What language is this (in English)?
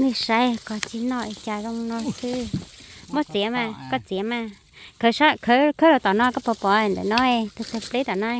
Hmong